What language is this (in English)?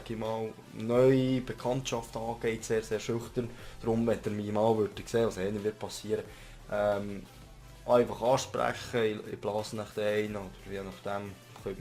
Swiss German